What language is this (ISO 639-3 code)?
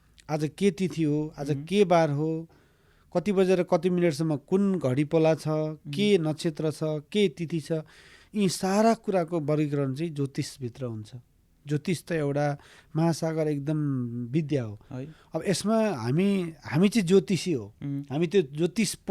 nep